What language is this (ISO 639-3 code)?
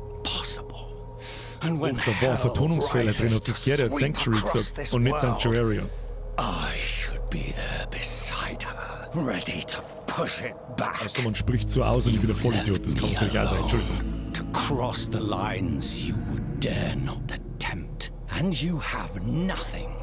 bar